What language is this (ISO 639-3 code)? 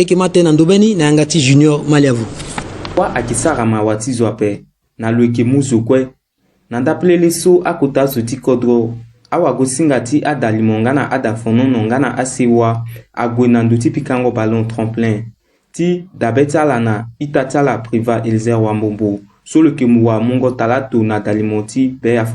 sag